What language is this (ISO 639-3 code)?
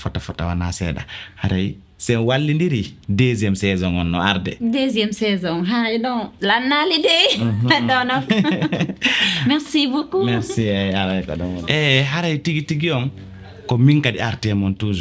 ful